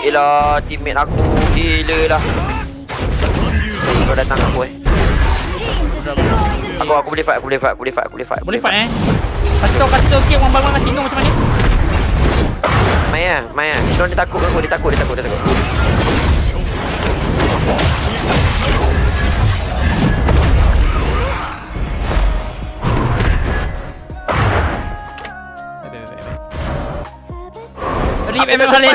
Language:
Malay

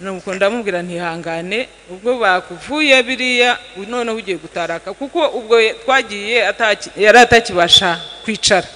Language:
Kinyarwanda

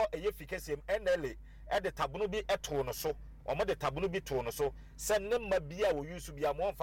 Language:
Akan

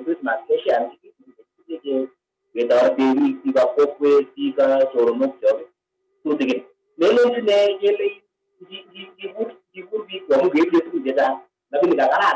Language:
Kalenjin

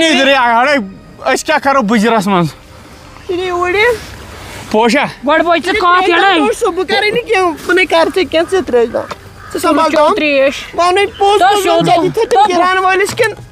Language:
Kashmiri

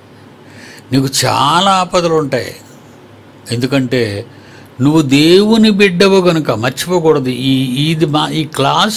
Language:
Telugu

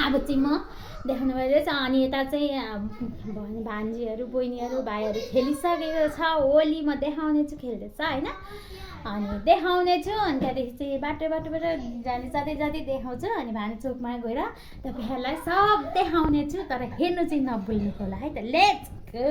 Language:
Nepali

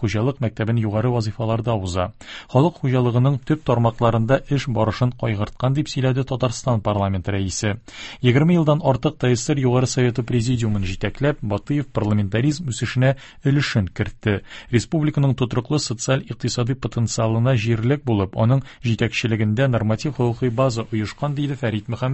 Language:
Tatar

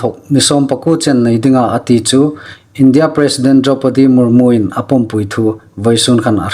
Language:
Hmar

